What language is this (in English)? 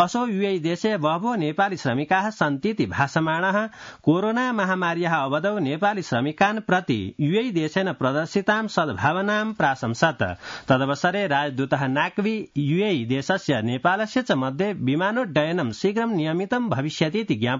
Sanskrit